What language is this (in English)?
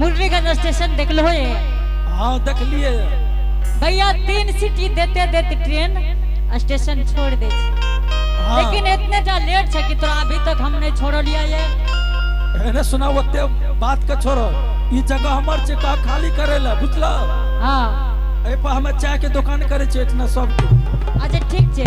Angika